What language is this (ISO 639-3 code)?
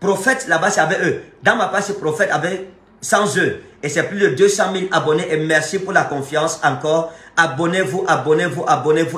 fra